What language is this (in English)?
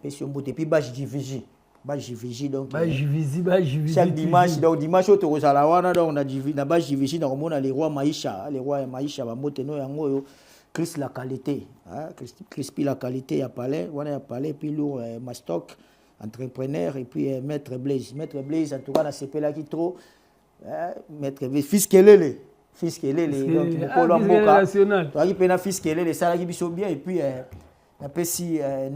Lingala